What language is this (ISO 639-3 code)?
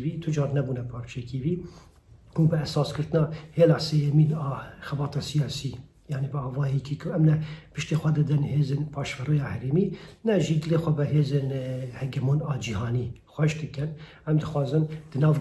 kur